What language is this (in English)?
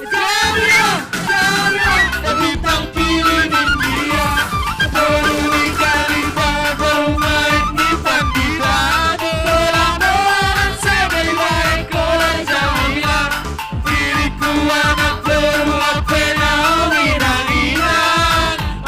Batak Simalungun